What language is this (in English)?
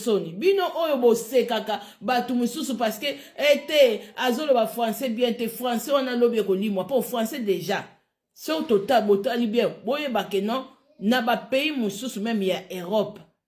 Lingala